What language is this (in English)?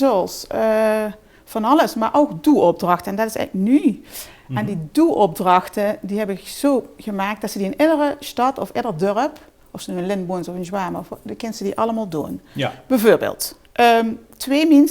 Limburgish